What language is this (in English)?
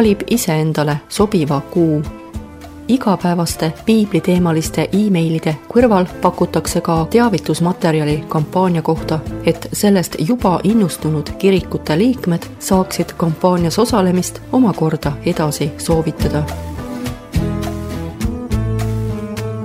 Estonian